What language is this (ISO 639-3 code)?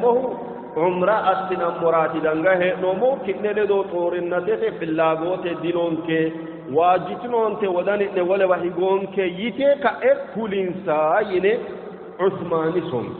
sid